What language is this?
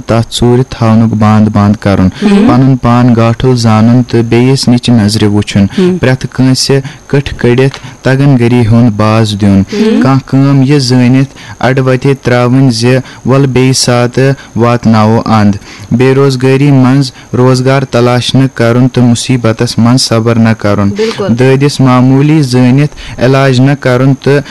Kashmiri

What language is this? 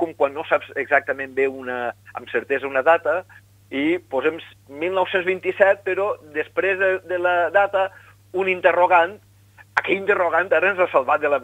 Catalan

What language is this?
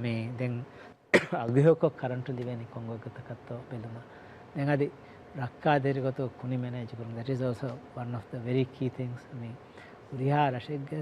Divehi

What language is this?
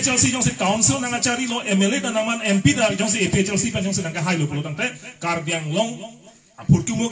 Karbi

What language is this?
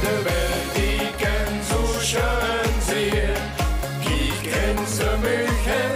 Limburgish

